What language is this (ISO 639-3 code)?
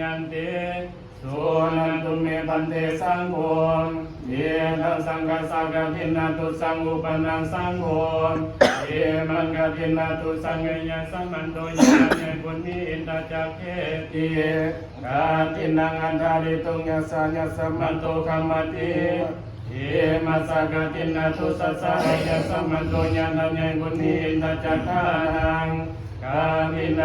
pli